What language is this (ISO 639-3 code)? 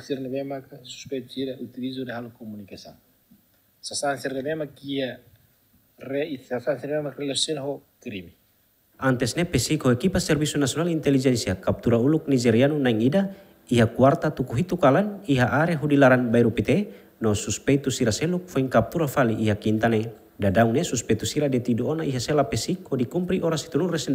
tet